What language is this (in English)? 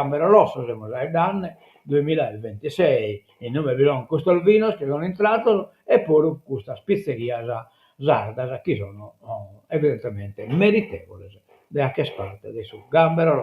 Sardinian